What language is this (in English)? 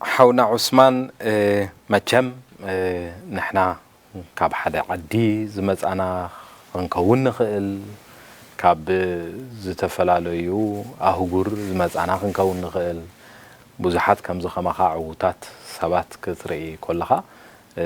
Tigrinya